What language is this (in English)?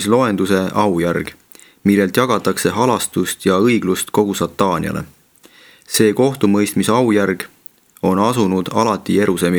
Estonian